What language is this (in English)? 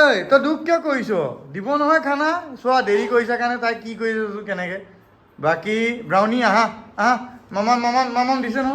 Assamese